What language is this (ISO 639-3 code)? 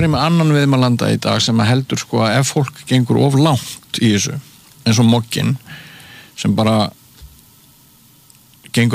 isl